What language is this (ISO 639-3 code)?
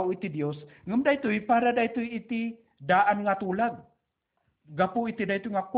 ilo